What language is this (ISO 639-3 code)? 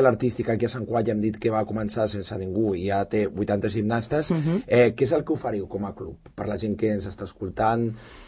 cat